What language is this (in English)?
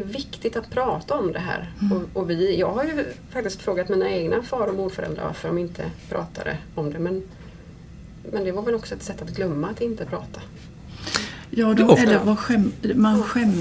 Swedish